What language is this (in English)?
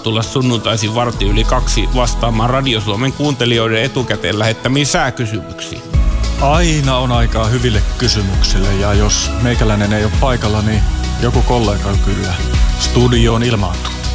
Finnish